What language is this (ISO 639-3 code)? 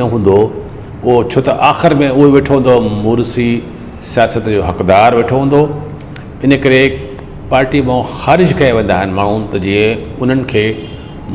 snd